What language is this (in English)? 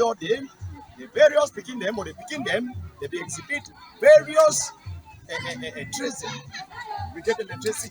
Cameroon Pidgin